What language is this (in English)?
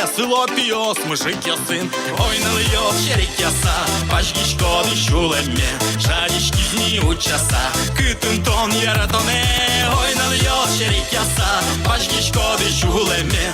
Udmurt